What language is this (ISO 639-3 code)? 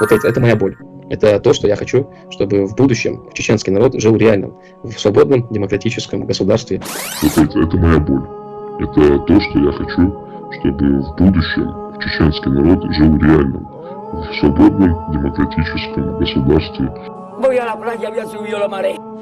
che